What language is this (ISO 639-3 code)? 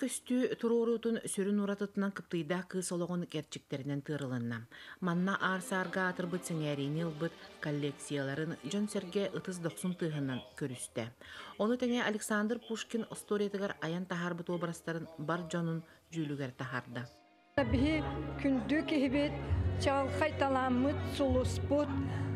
sah